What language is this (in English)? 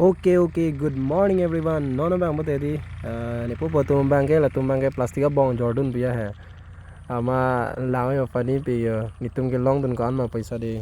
Karbi